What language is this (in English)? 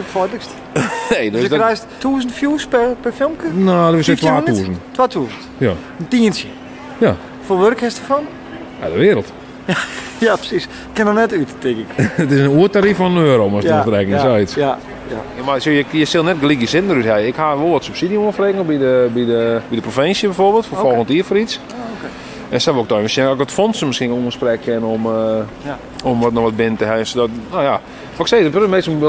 Western Frisian